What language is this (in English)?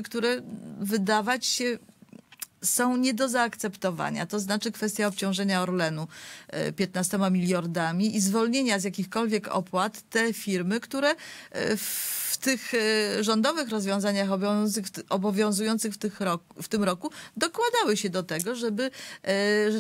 Polish